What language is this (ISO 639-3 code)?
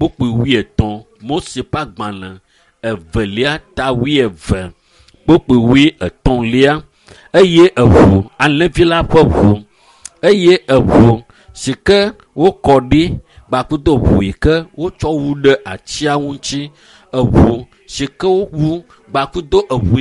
ewe